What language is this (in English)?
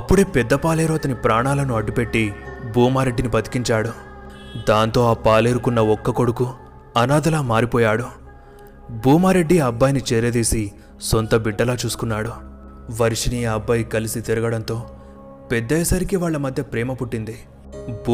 Telugu